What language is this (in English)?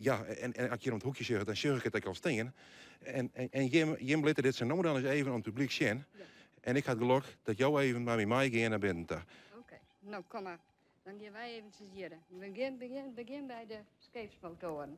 Western Frisian